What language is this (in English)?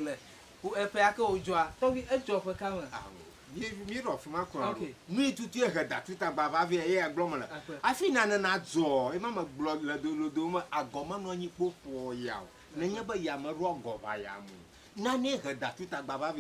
Ewe